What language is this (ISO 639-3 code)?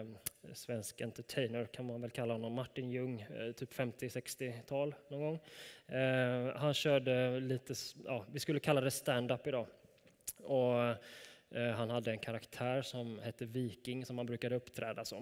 swe